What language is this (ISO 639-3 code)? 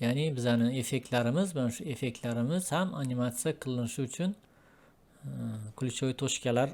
uzb